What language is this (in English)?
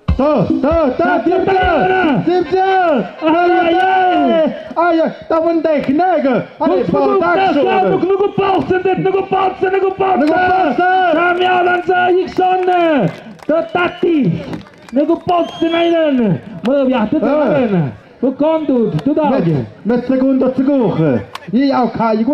Tlahuitoltepec Mixe